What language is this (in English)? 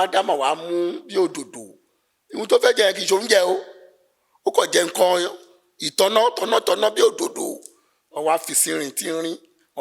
Yoruba